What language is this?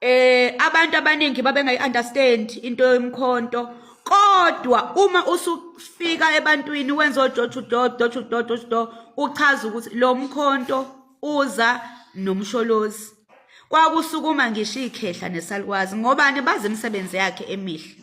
Zulu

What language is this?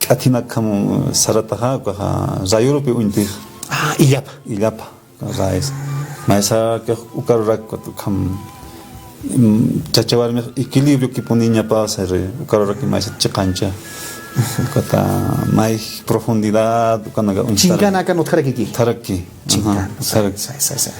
Aymara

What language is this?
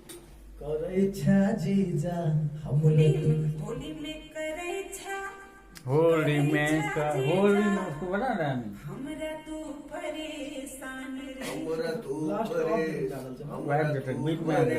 Maithili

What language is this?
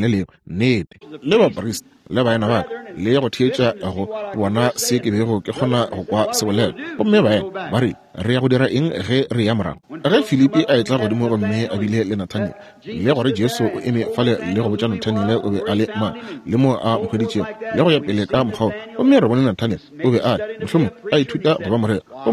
Northern Sotho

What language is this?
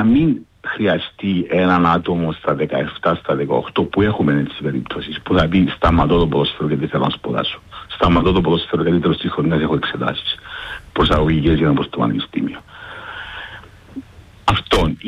Greek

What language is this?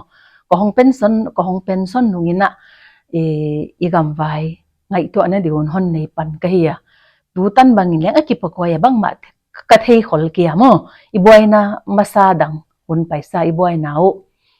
Paite Chin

